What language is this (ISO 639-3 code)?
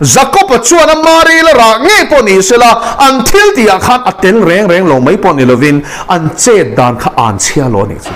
lus